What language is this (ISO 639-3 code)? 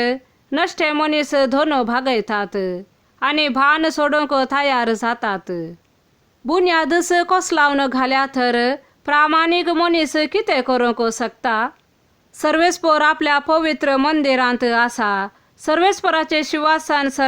kok